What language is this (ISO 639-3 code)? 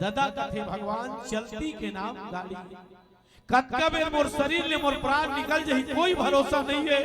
hne